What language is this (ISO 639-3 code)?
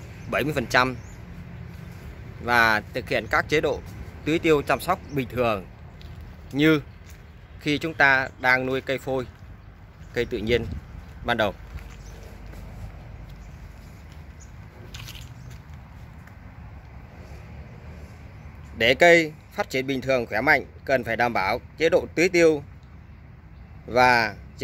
vie